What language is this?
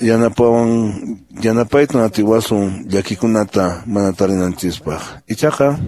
Quechua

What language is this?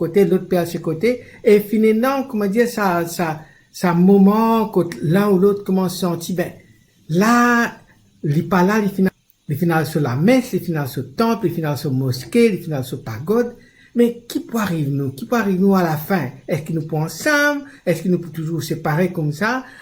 Morisyen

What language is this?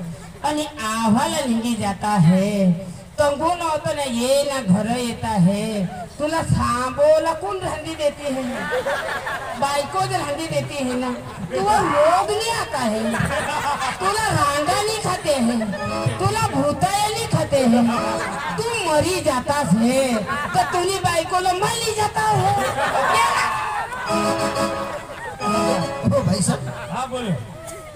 Marathi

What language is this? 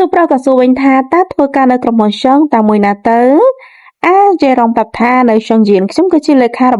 Khmer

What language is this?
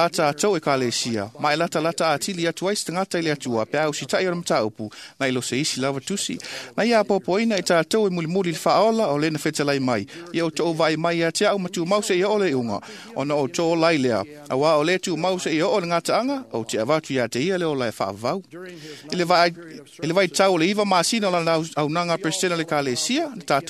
Samoan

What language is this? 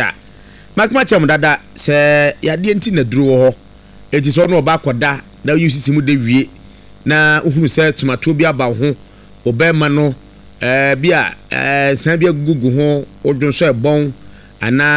Akan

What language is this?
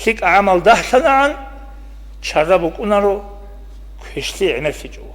Avaric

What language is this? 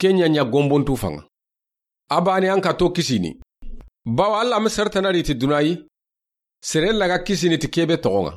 Soninke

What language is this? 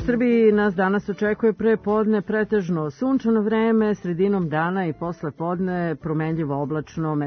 Serbian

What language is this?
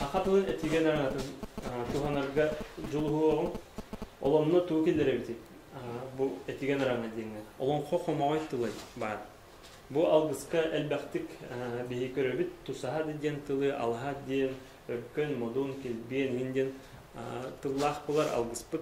Yakut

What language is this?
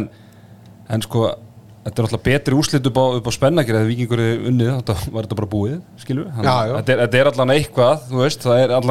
Icelandic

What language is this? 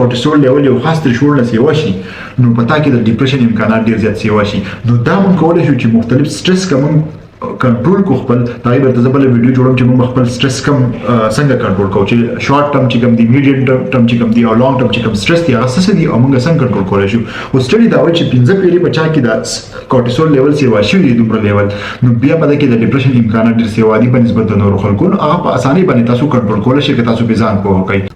Pashto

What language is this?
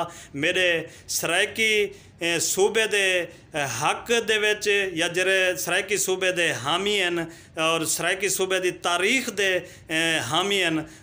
Saraiki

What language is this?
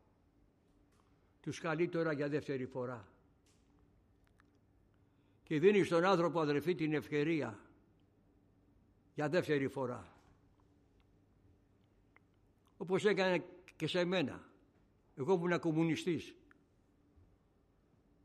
Greek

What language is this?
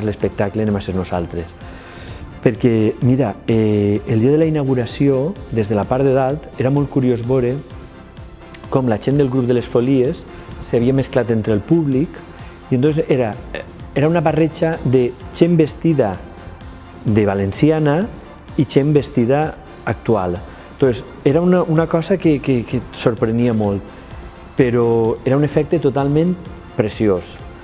Catalan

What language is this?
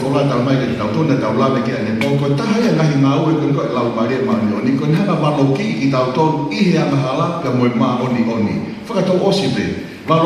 Tongan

